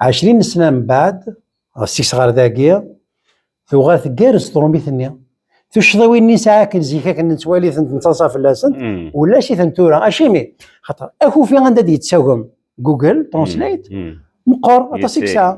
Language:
Kabyle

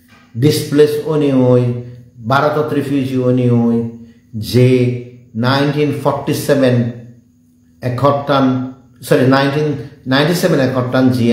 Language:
Chakma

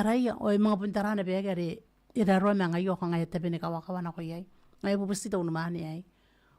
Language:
Gilbertese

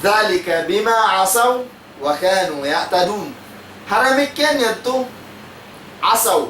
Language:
Tausug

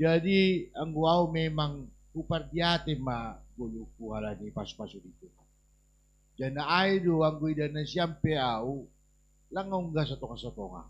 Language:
Batak Simalungun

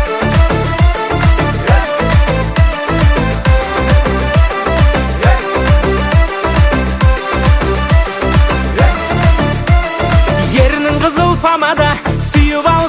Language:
Kazakh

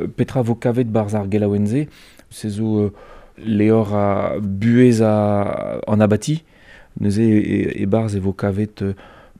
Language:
Breton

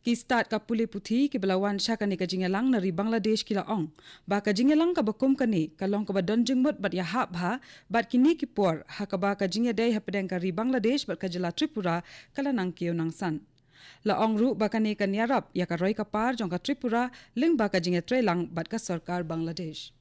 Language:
Khasi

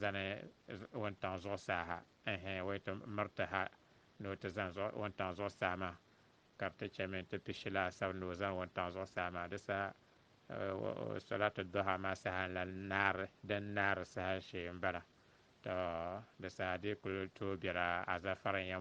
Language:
Dagbani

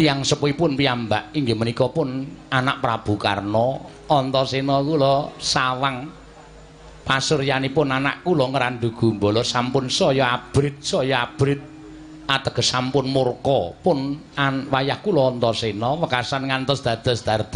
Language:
Javanese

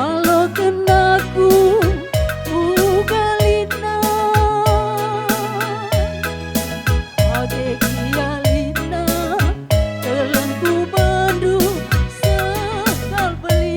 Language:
Batak Karo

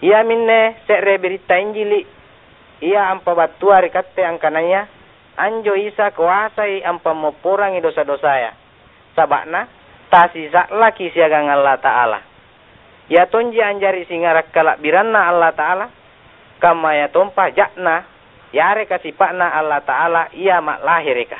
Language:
Makasar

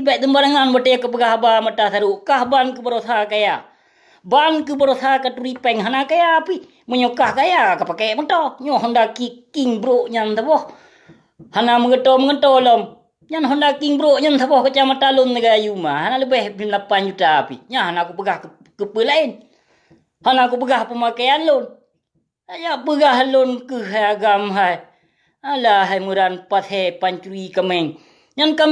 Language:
Achinese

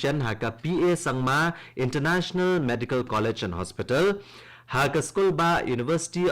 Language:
Khasi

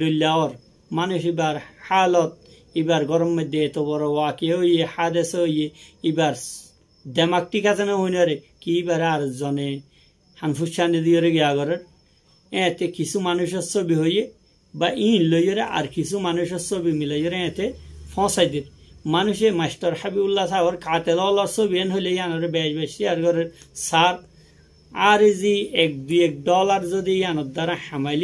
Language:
Rohingya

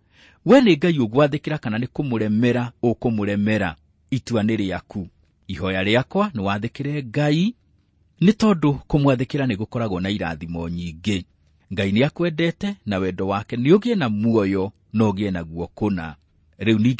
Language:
Kikuyu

